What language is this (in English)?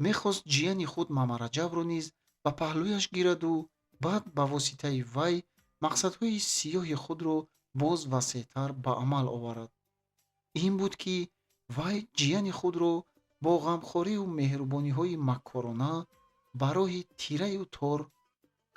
Tajik